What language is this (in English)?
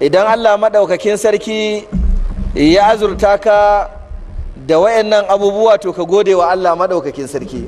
Hausa